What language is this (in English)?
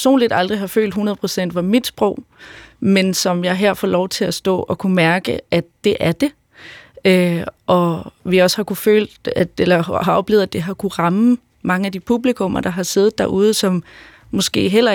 Danish